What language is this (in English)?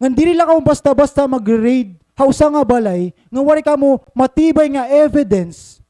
Waray